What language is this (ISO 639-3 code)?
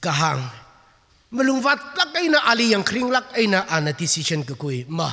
nmf